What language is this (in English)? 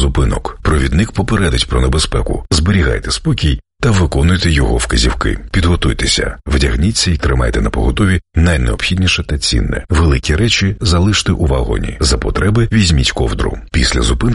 Ukrainian